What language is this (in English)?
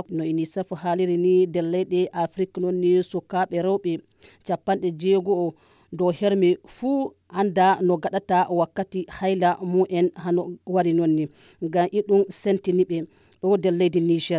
Nigerian Fulfulde